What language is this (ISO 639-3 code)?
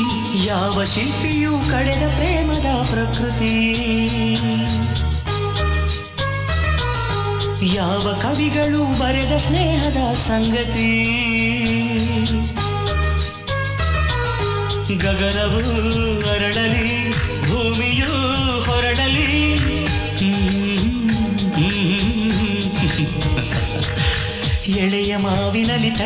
kan